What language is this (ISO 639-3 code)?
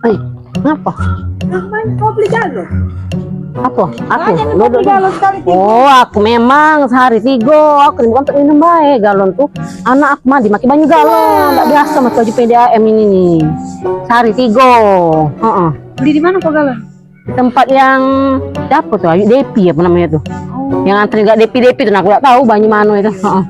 mui